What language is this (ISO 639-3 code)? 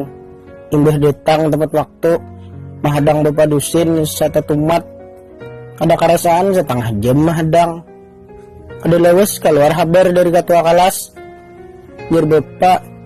bjn